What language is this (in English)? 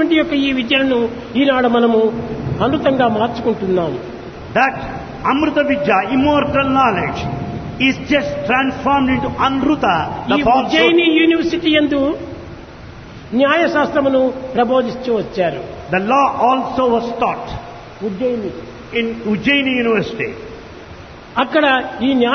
Telugu